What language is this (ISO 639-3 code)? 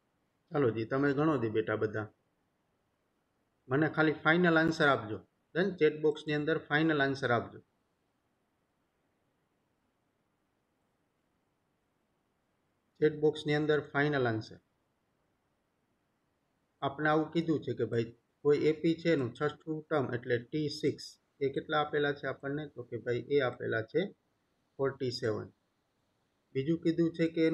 guj